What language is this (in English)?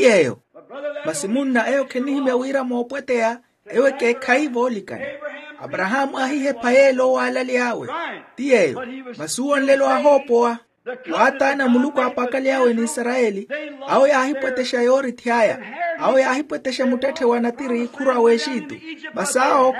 Makhuwa